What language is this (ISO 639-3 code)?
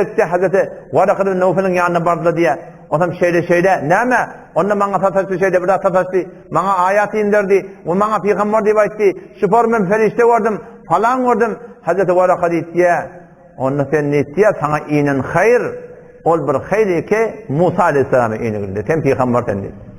tuk